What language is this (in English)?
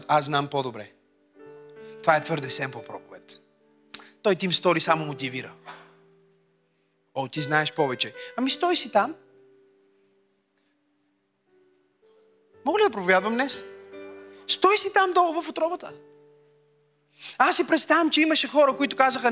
Bulgarian